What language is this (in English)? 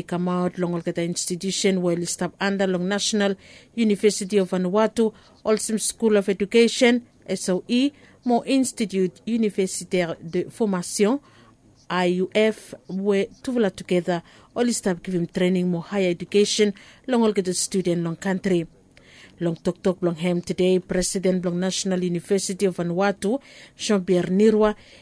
Bislama